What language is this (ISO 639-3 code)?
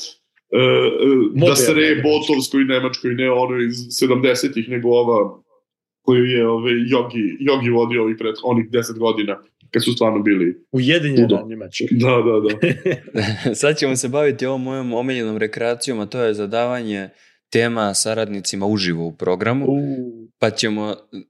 srp